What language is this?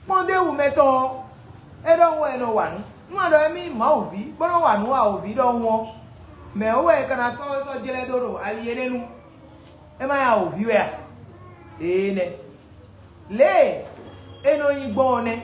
Fon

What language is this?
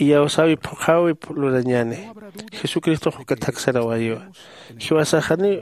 Aymara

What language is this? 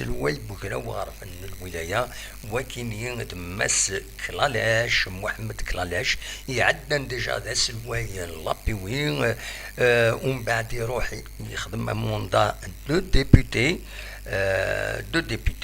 Kabyle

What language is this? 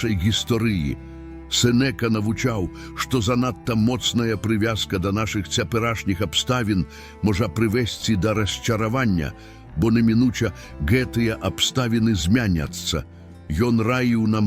Belarusian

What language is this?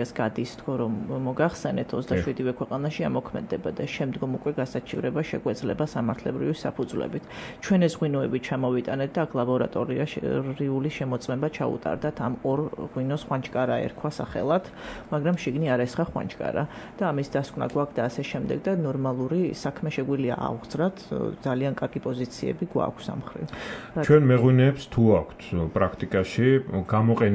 Georgian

